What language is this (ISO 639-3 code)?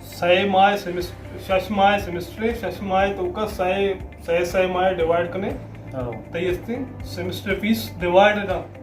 bal